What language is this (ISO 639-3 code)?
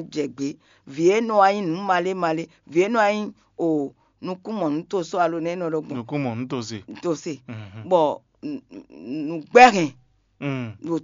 fon